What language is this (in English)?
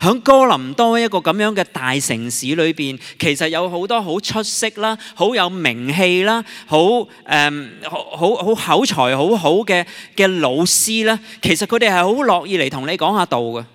Cantonese